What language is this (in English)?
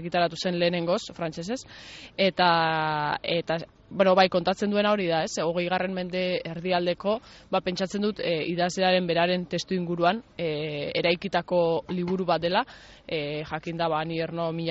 Basque